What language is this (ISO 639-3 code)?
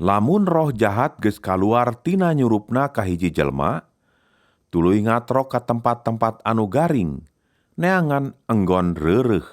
sun